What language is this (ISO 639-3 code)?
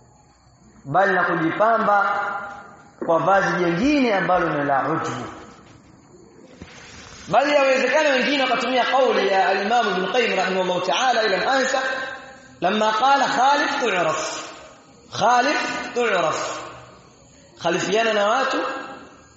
swa